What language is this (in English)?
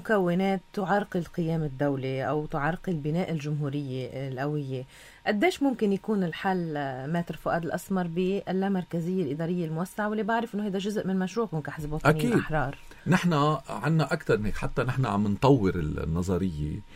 North Levantine Arabic